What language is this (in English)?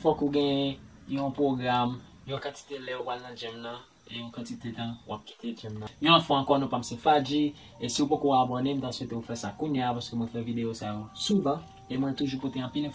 Haitian Creole